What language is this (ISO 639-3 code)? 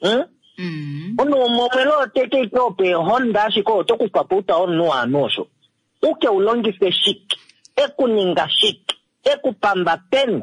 kua